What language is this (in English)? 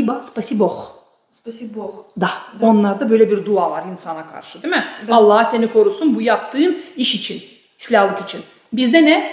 Gagauz